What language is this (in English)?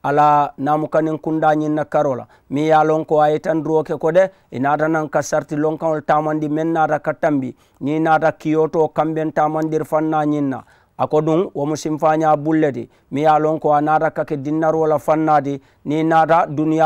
Mandingo